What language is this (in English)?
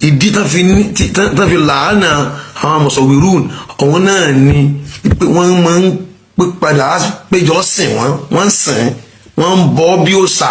Yoruba